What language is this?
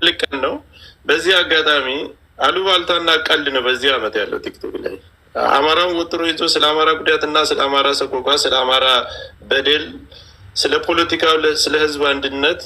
Amharic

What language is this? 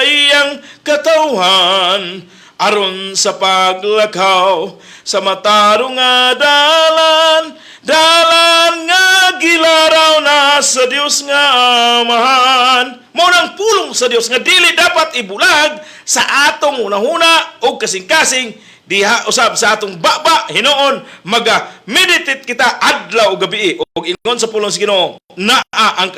Cebuano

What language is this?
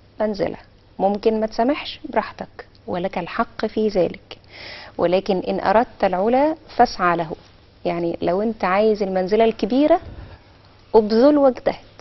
Egyptian Arabic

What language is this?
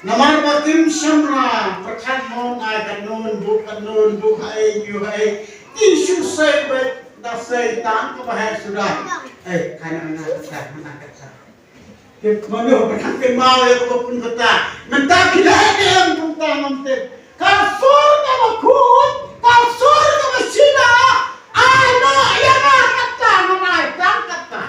Khasi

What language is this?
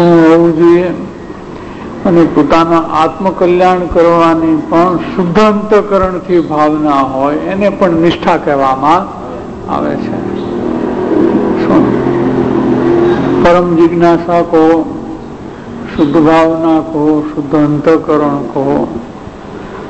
Gujarati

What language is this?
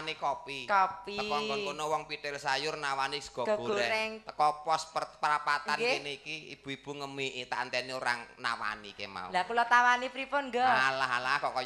Javanese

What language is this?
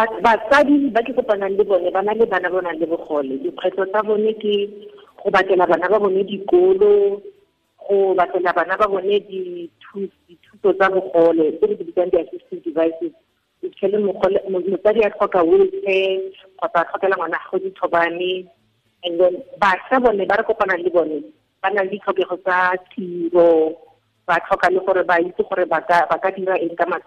Tswana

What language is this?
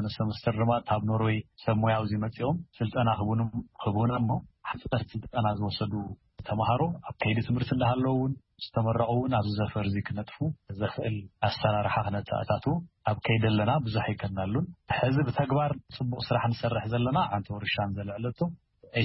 Tigrinya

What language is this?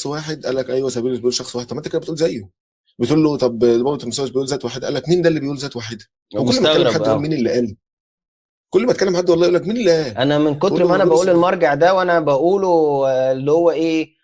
Egyptian Arabic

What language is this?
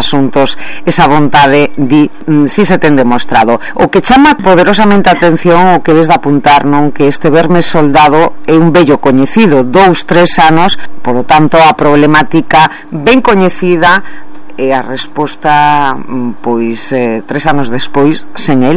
Galician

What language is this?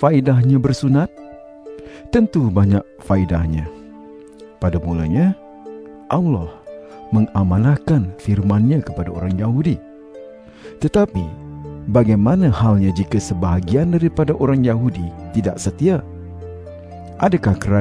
Malay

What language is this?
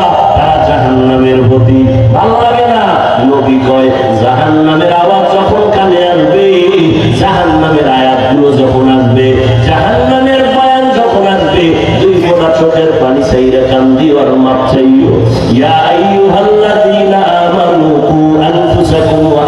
Bangla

